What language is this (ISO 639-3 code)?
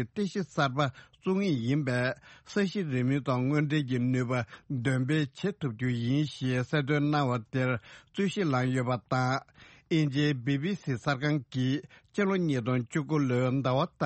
bod